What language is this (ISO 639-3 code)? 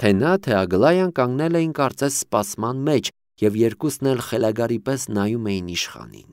hye